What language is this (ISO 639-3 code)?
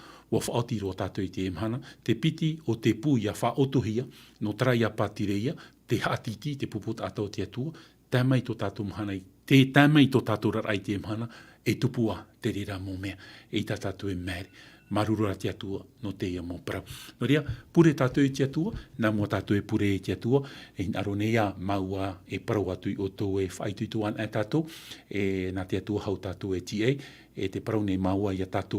tah